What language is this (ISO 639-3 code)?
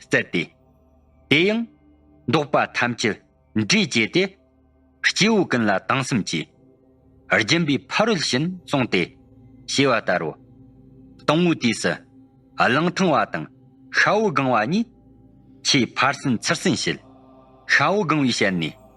bod